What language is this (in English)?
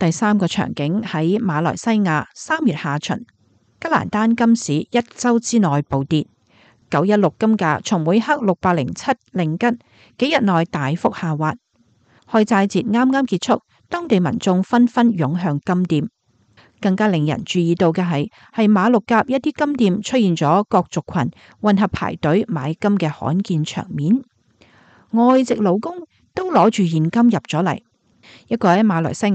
Cantonese